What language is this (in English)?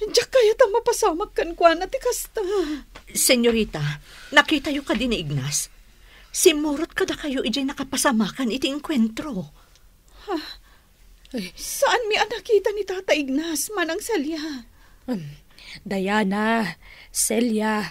Iloko